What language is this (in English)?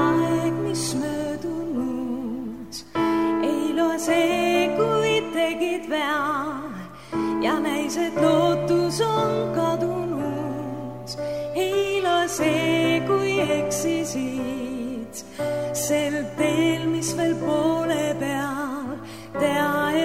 Estonian